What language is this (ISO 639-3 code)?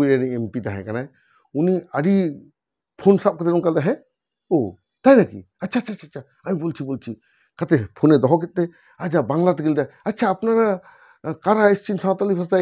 sat